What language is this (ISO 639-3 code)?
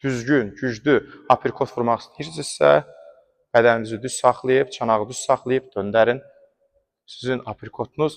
aze